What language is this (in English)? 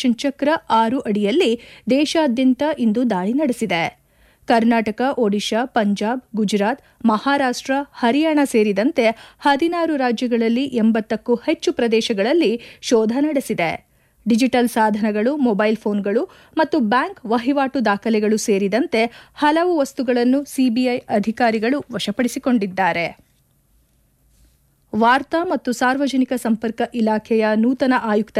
Kannada